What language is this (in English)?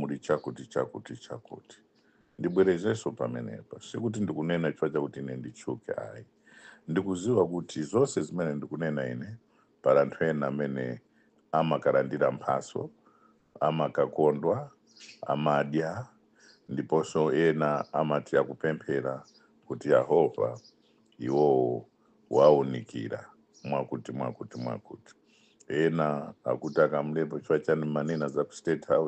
Nyanja